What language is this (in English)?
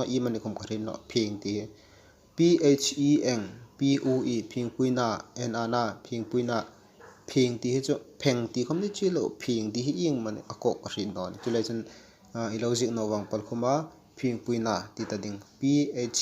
Hmar